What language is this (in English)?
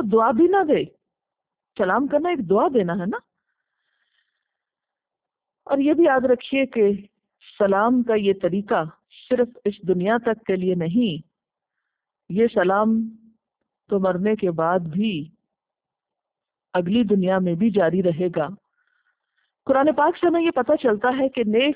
Urdu